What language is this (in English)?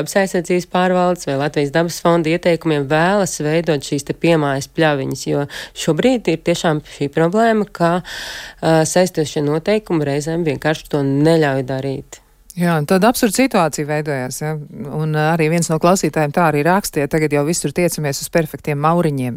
Latvian